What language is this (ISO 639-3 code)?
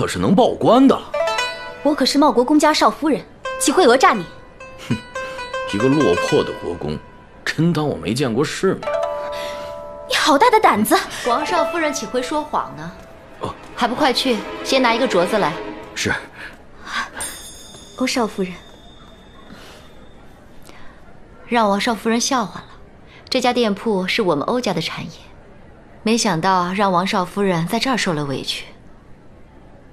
zho